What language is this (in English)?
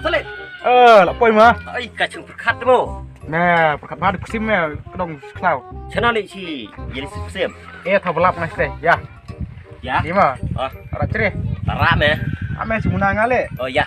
Khasi